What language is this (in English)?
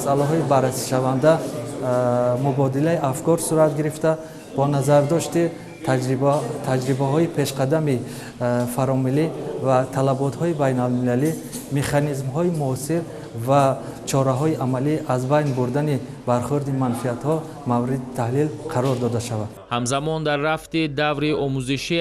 Tajik